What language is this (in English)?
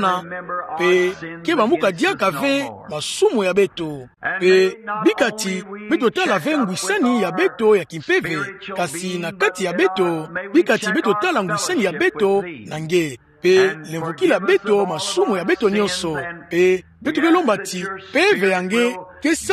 Kituba (Democratic Republic of Congo)